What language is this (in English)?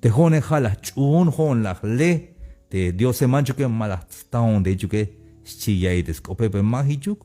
Tzeltal